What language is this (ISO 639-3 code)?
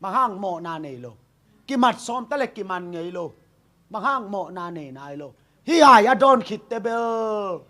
ctd